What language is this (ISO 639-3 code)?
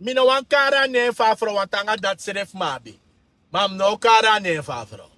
srn